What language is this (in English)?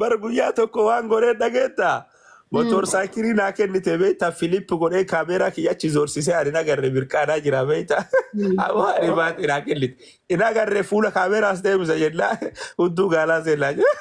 Oromo